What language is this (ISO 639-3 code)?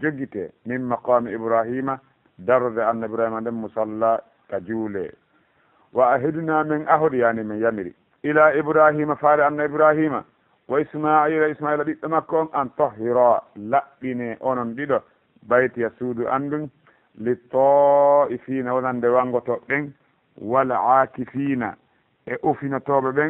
ful